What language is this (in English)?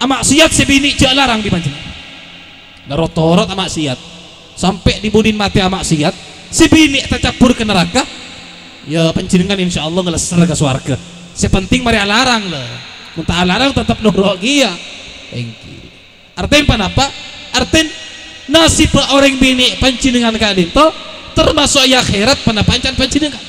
Madurese